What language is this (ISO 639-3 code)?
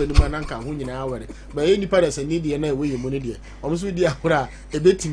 aka